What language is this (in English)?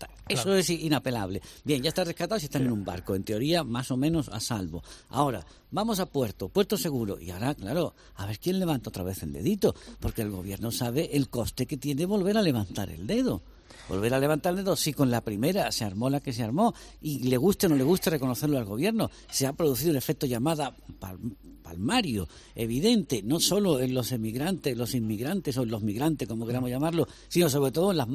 Spanish